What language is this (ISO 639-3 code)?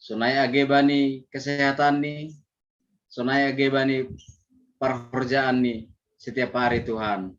bts